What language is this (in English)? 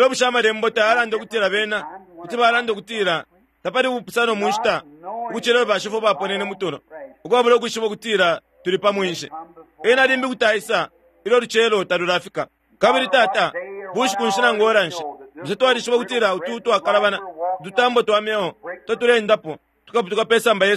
Bemba